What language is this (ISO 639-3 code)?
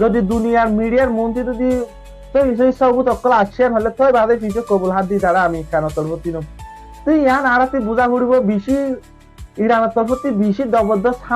rhg